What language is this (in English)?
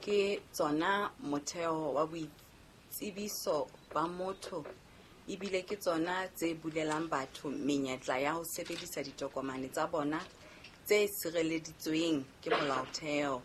Southern Sotho